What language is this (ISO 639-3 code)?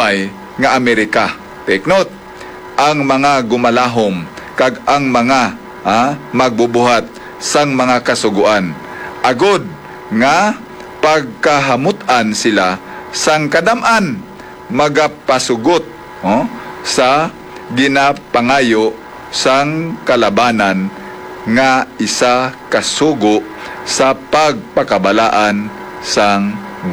hil